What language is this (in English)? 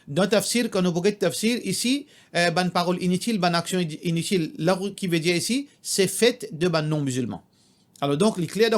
Morisyen